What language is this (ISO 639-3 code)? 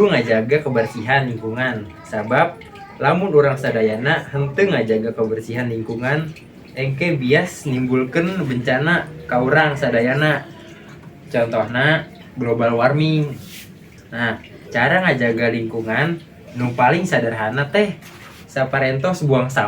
sun